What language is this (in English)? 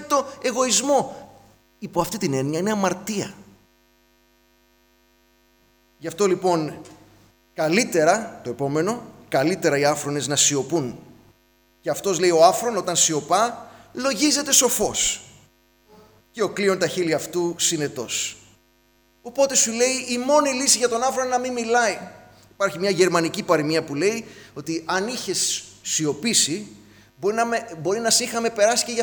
Greek